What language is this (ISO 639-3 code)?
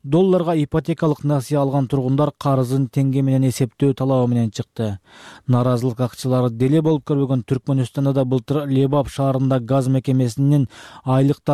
kir